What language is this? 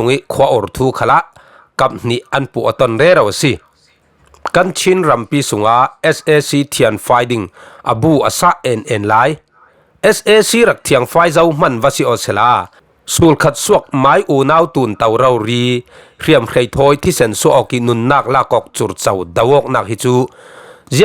Falam Chin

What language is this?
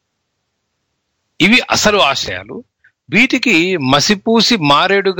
Telugu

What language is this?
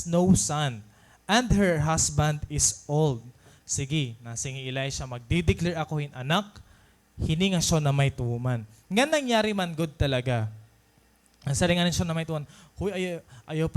Waray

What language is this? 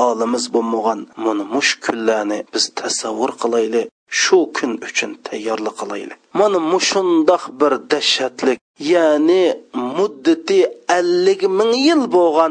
Uyghur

